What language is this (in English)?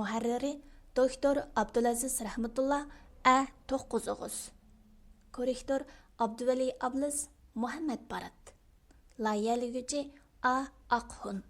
Uyghur